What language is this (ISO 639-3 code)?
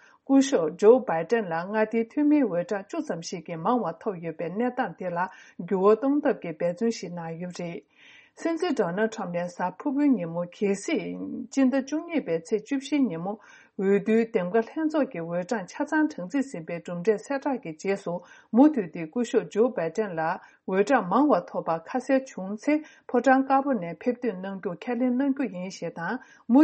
bod